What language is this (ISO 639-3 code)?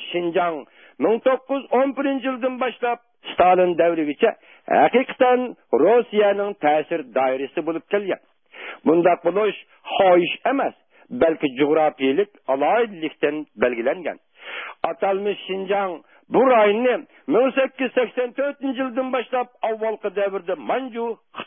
uig